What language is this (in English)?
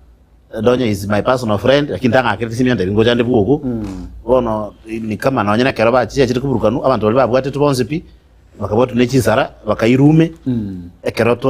Gusii